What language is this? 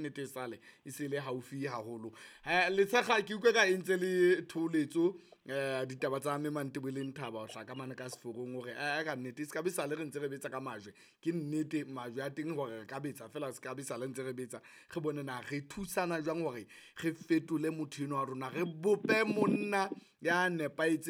Southern Sotho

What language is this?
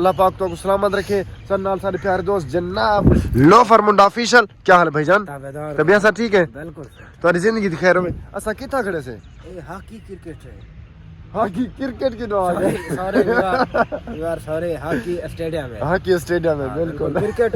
Saraiki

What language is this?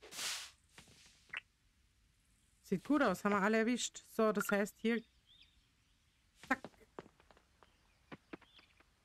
German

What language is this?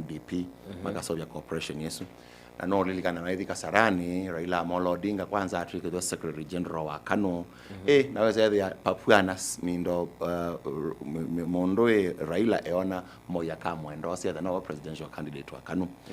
Kamba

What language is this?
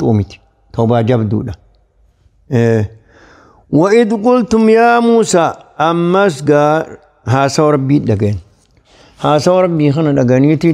Oromo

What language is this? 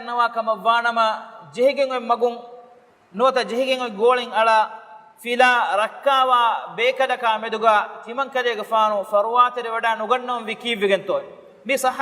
Divehi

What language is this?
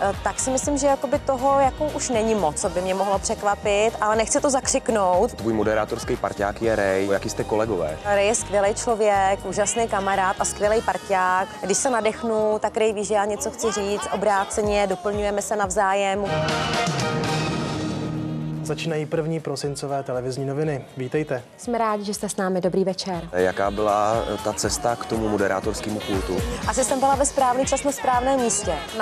Czech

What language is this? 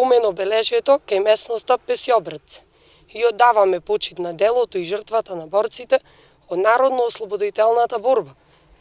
Macedonian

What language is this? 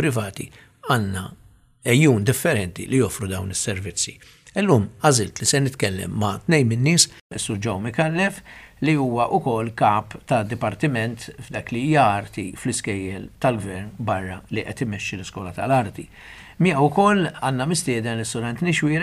Maltese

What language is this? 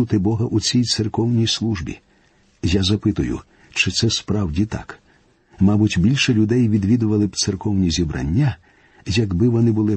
Ukrainian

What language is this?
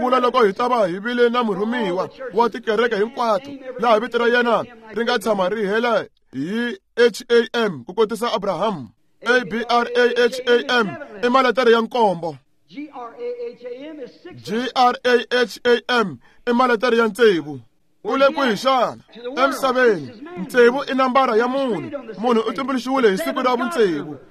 Tsonga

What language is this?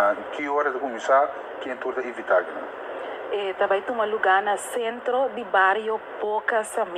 Papiamento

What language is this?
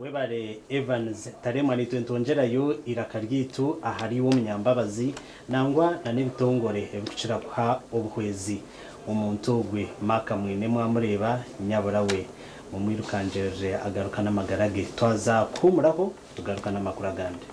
Nyankole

